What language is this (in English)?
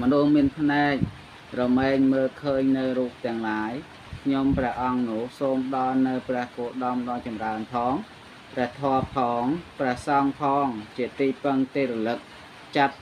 Khmer